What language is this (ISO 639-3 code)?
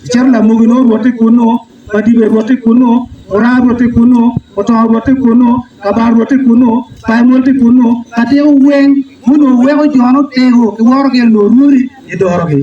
ach